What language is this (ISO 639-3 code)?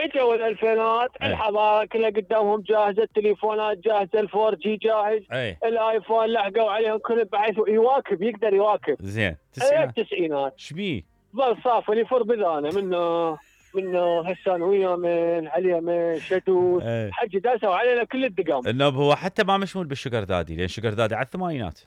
acm